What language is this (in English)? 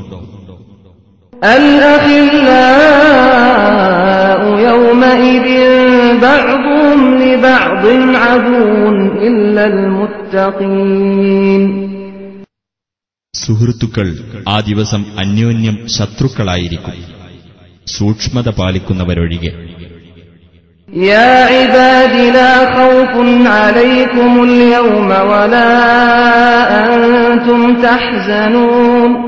Malayalam